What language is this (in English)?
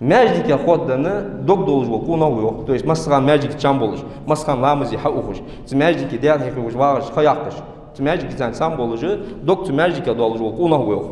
Ingush